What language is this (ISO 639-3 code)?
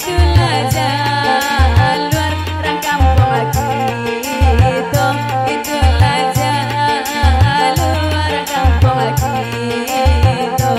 min